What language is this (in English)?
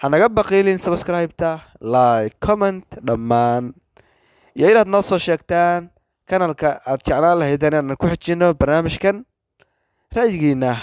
Somali